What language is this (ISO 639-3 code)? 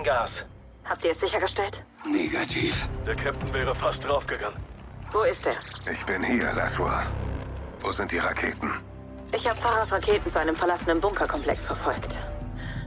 deu